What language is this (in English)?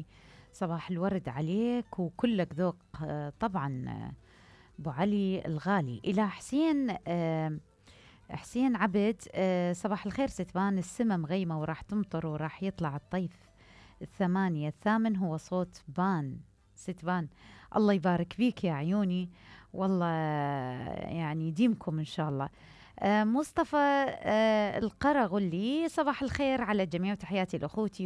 Mesopotamian Arabic